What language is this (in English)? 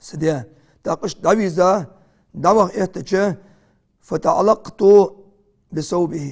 Ingush